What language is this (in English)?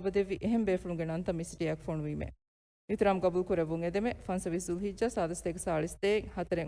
Divehi